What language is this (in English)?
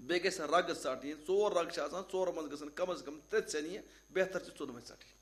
Kashmiri